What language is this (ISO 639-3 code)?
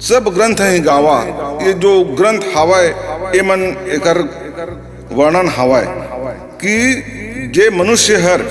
hne